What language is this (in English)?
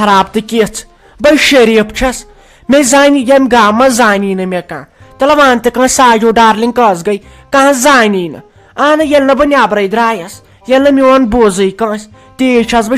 Kashmiri